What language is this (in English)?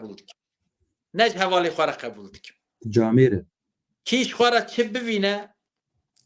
Kurdish